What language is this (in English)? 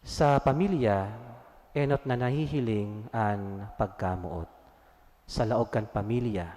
Bikol